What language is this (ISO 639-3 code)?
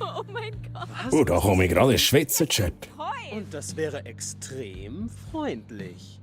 gsw